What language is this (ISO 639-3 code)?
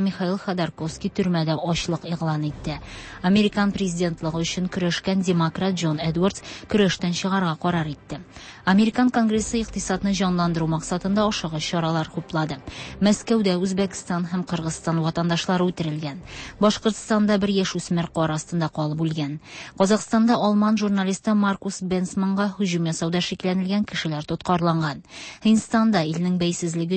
tat